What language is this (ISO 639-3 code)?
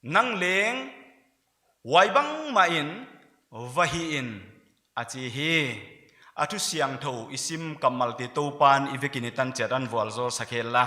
pck